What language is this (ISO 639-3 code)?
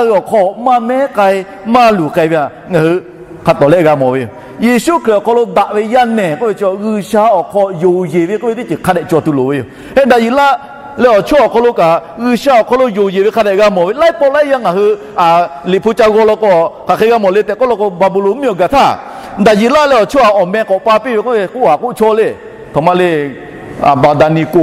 lhu